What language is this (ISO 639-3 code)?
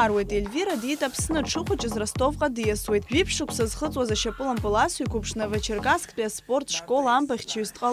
abk